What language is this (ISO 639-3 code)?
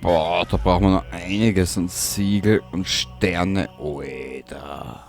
bar